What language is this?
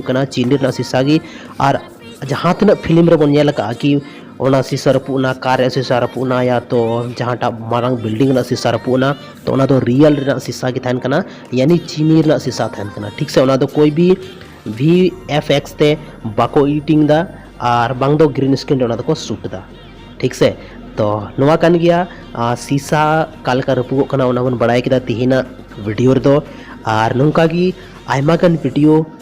Santali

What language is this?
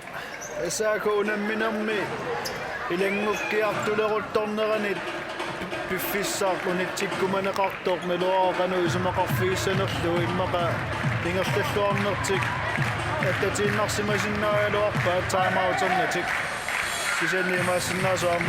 Kalaallisut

